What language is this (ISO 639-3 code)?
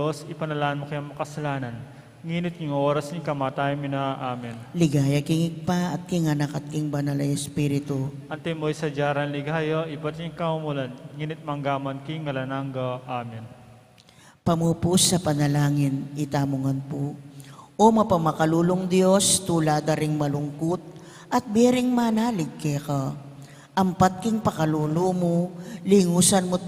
pam